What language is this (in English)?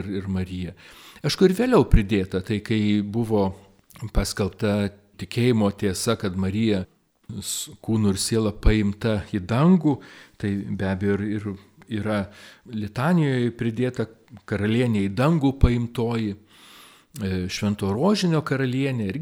Lithuanian